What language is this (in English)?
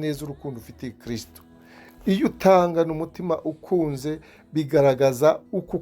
Kinyarwanda